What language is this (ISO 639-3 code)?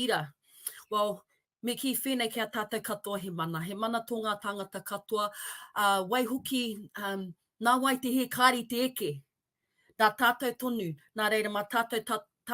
mri